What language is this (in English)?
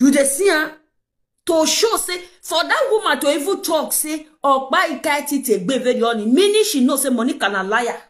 Nigerian Pidgin